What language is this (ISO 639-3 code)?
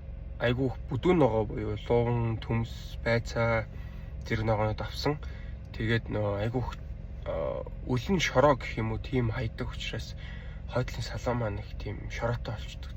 mon